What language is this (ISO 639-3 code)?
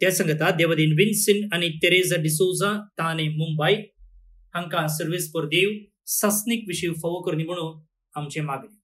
kok